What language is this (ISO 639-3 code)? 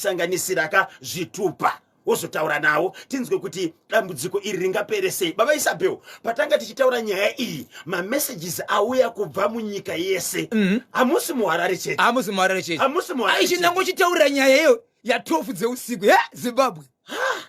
sna